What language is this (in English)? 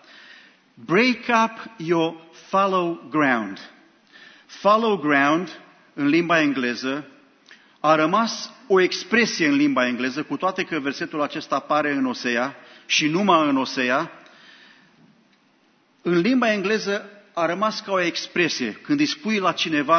Romanian